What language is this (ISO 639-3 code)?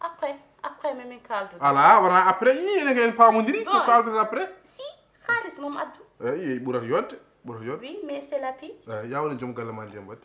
ful